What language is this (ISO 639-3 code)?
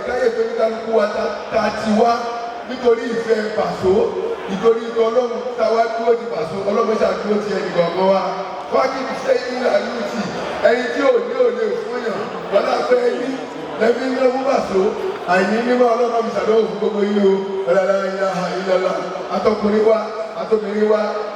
yor